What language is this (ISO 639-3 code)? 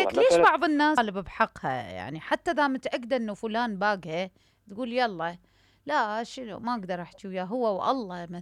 acm